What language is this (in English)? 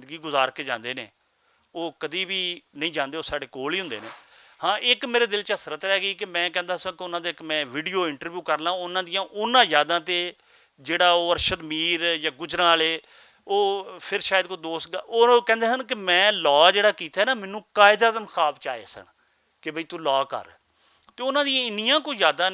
Western Panjabi